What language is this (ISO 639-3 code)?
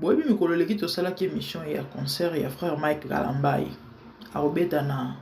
lin